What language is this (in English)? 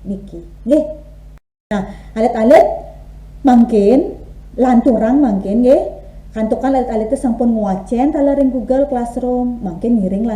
Balinese